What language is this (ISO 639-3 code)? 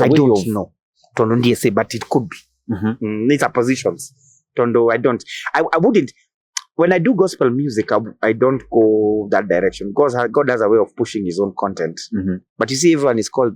kam